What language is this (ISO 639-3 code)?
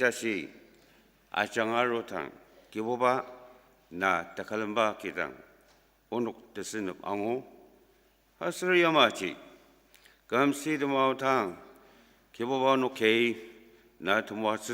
njo